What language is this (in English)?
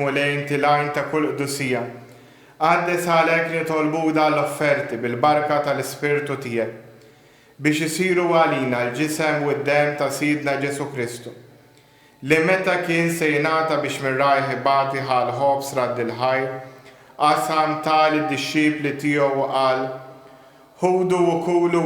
Maltese